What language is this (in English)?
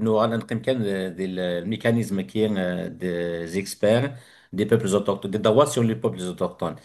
Kabyle